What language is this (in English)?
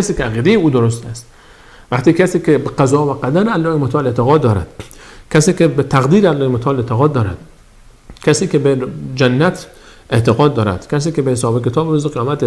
Persian